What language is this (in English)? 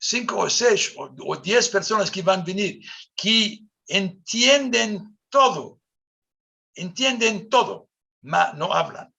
Ladino